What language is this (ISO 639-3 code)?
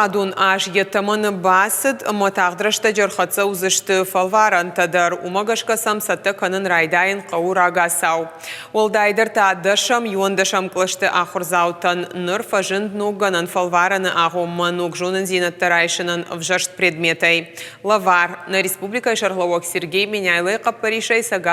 oss